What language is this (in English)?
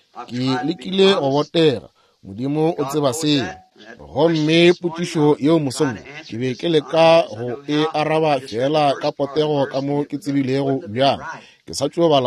Northern Sotho